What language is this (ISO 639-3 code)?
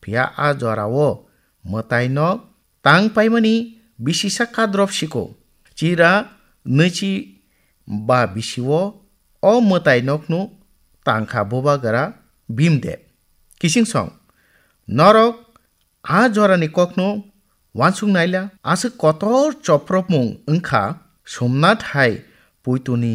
trp